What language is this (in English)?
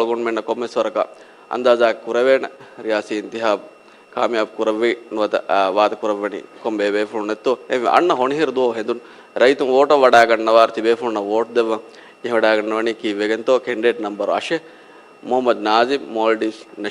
Divehi